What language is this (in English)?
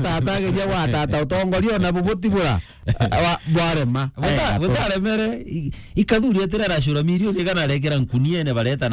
Meru